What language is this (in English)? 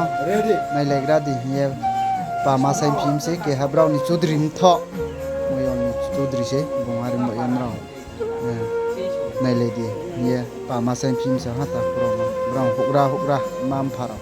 Riang (India)